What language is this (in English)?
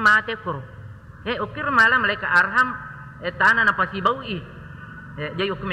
Buginese